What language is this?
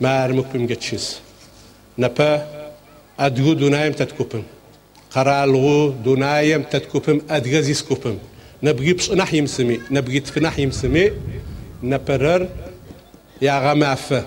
Adyghe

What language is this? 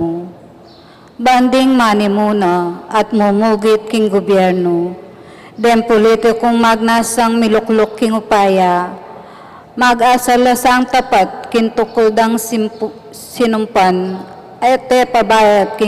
Pampanga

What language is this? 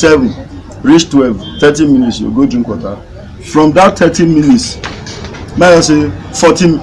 Nigerian Pidgin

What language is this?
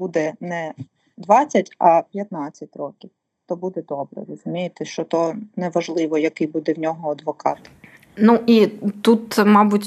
Ukrainian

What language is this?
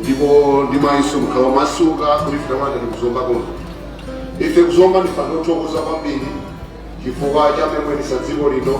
Nyanja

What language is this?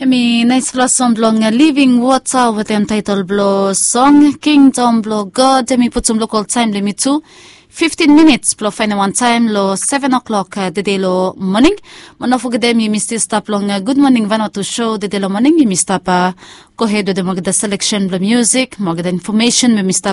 Bislama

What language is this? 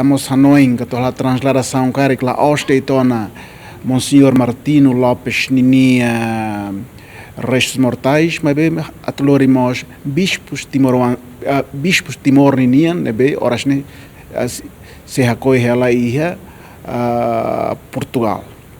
Tetum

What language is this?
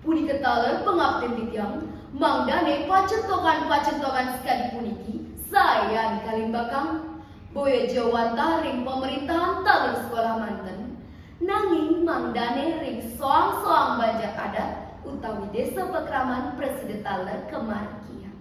Balinese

